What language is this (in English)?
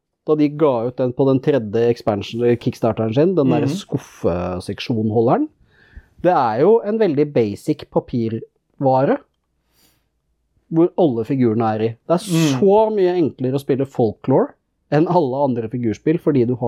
Norwegian